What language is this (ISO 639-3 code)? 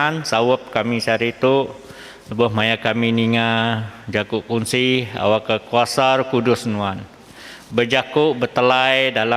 iba